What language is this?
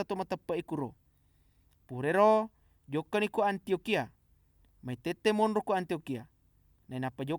Buginese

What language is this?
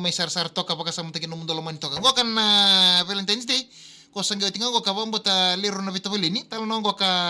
Fijian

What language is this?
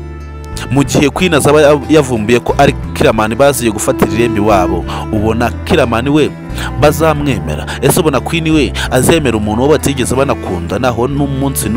Kinyarwanda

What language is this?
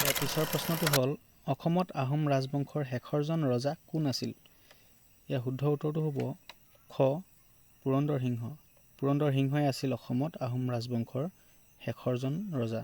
Assamese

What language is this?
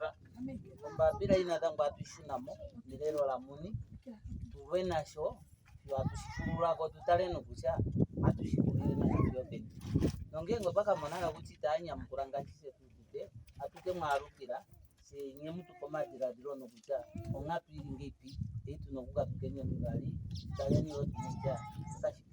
Ndonga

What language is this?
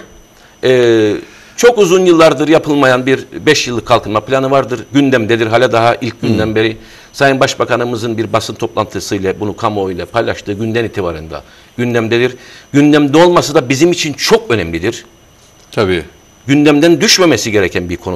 Turkish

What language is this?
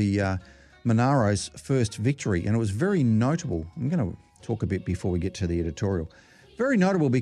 English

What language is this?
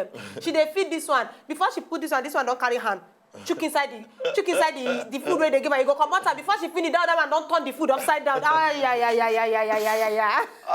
Nigerian Pidgin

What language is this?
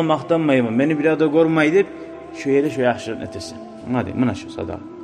Kumyk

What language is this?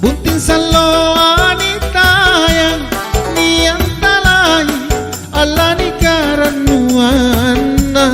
Makasar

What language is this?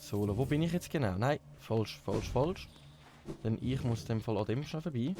Swiss German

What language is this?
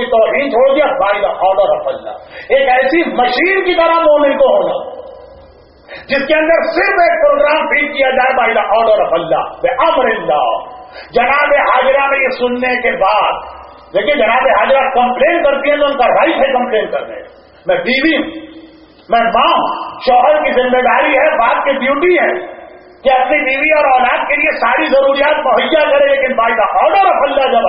Urdu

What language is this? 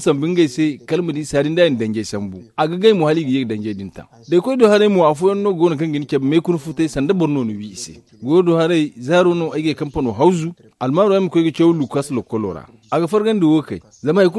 Zarma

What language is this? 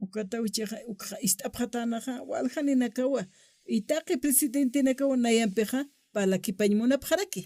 Aymara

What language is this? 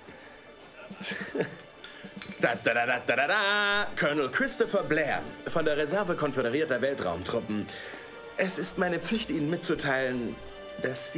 German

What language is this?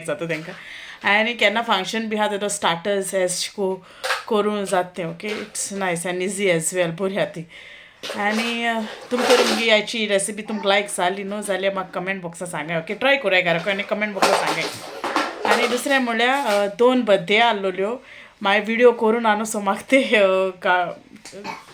Konkani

